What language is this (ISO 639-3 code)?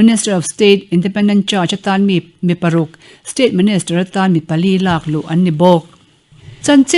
lus